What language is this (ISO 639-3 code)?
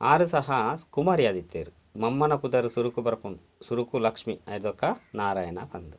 tcy